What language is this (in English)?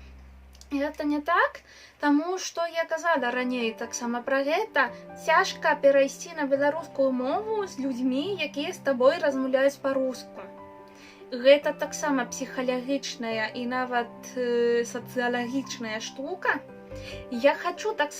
Belarusian